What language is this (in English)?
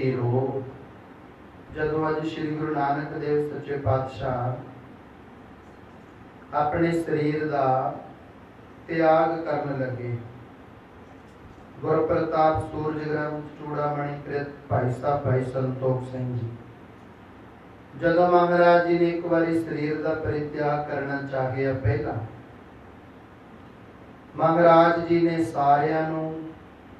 Punjabi